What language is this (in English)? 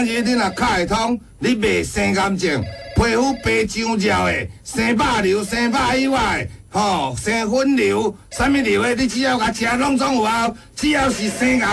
Min Nan Chinese